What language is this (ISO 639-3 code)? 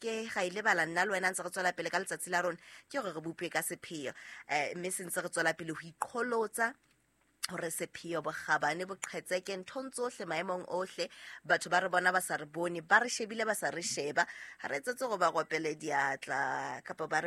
sot